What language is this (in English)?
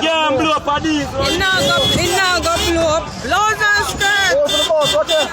Jamaican Creole English